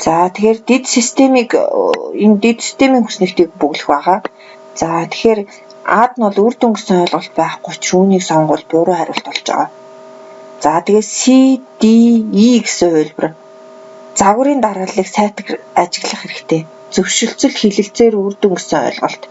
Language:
Mongolian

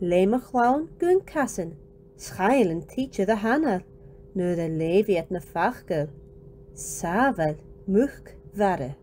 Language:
Scottish Gaelic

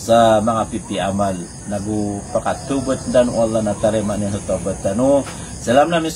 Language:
Maranao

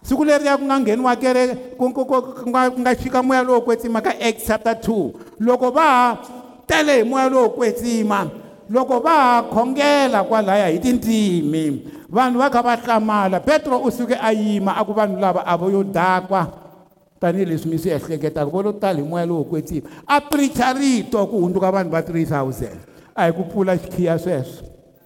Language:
Tsonga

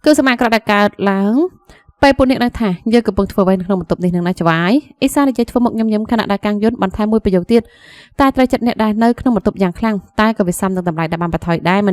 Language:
Khmer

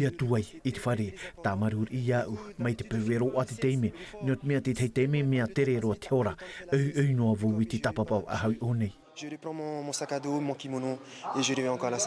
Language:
Tahitian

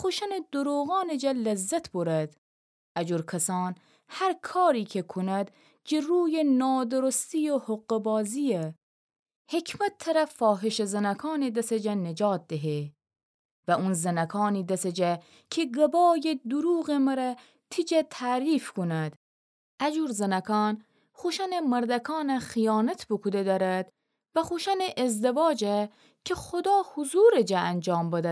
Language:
Gilaki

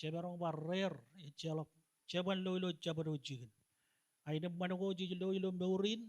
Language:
Marshallese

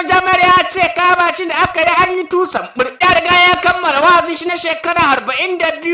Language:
Hausa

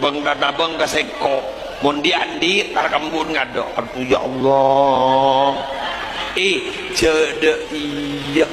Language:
Madurese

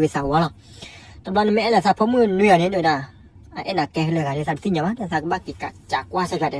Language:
S'gaw Karen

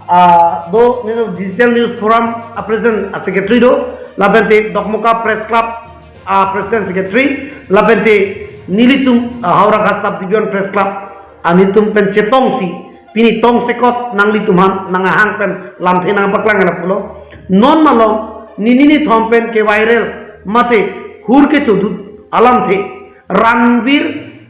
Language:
Karbi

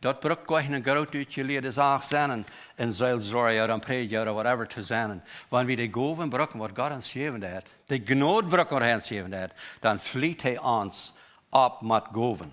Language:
Plautdietsch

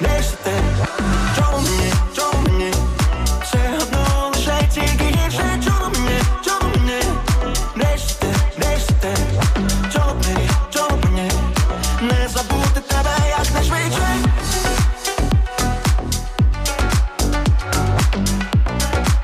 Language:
Ukrainian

